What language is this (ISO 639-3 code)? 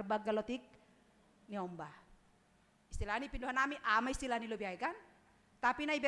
bts